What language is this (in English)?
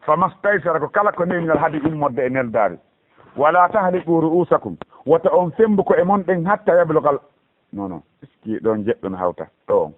Fula